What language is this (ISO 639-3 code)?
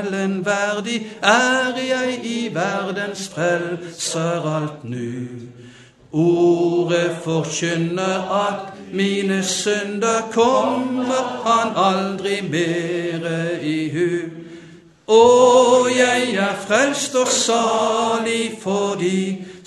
nor